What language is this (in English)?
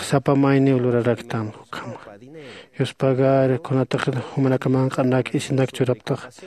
Aymara